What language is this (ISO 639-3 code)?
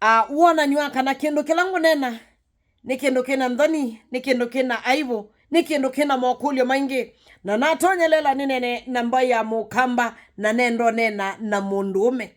kam